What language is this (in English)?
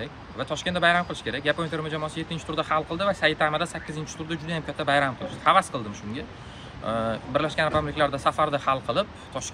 Uzbek